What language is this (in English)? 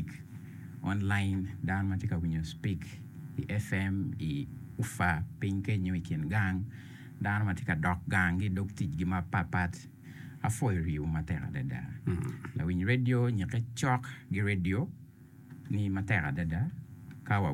Acoli